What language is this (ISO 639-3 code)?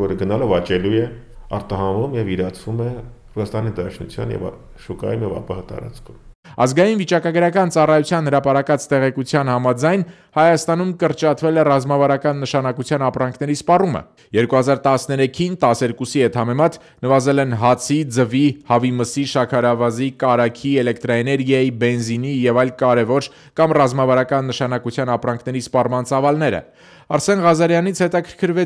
hye